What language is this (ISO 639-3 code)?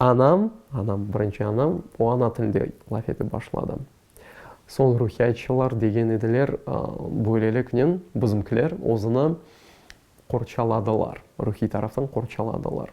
crh